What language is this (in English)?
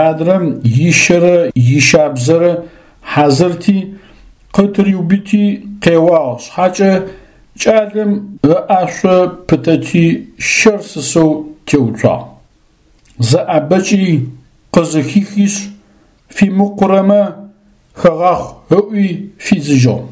Adyghe